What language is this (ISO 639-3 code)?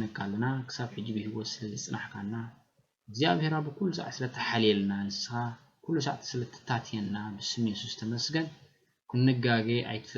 tir